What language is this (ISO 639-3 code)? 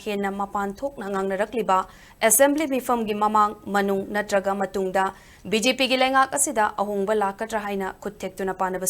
mni